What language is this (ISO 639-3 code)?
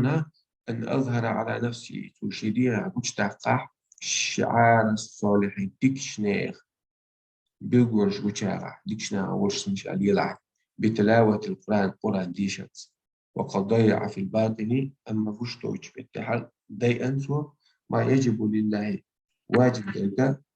che